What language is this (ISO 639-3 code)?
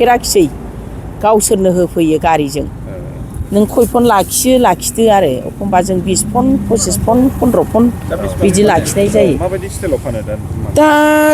brx